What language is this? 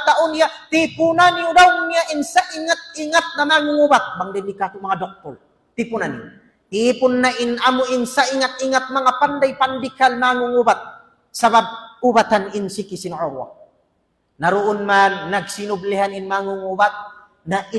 Tausug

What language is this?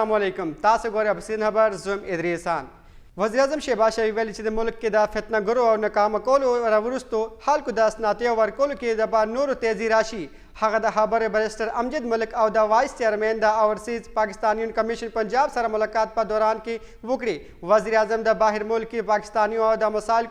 Pashto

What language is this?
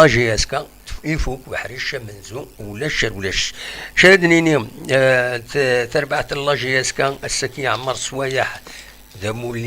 Kabyle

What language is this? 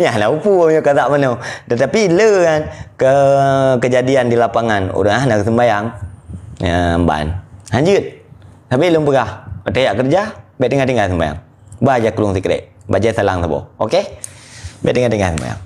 Achinese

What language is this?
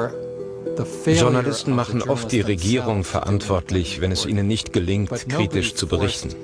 German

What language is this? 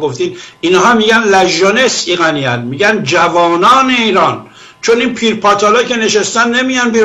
Persian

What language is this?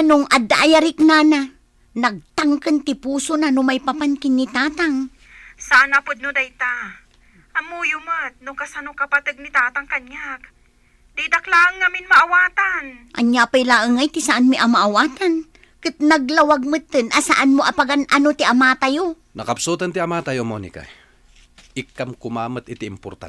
Iloko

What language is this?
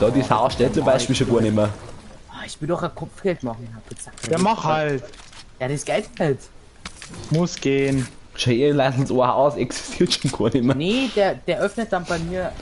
Bavarian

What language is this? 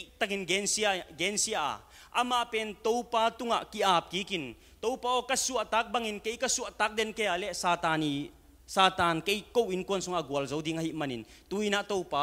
Tedim Chin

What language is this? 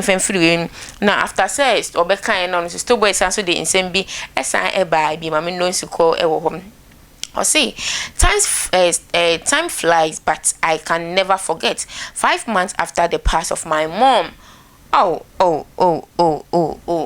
Akan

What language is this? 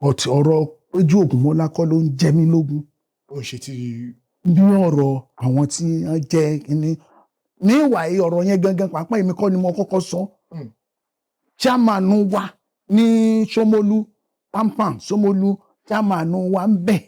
Yoruba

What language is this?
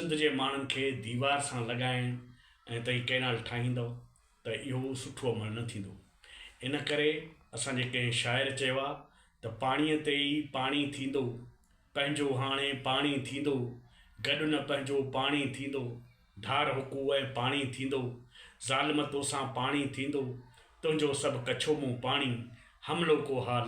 Sindhi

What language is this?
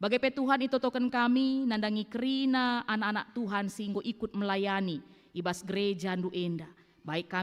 Batak Karo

